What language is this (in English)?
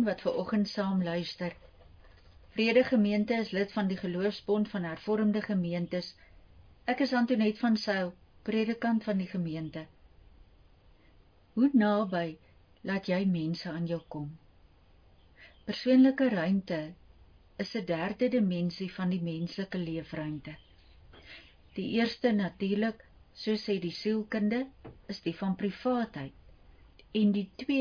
Afrikaans